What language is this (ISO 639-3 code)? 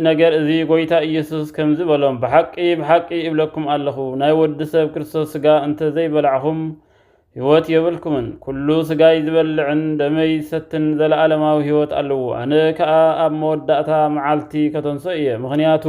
tir